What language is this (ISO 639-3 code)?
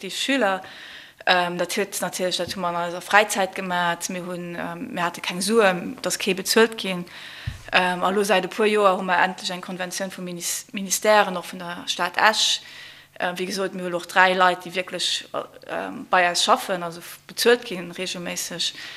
ltz